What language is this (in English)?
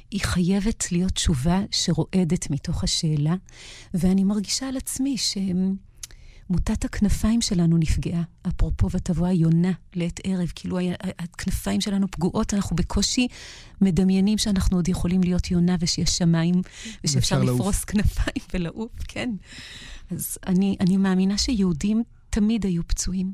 Hebrew